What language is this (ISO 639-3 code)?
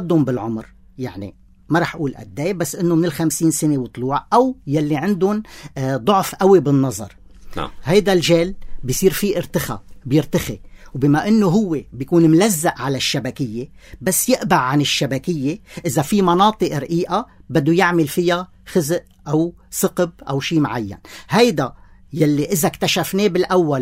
apc